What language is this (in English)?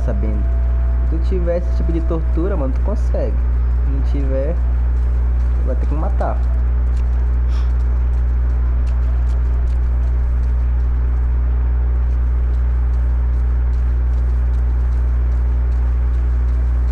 Portuguese